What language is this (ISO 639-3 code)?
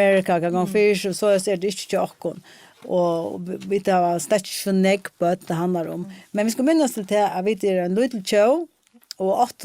fao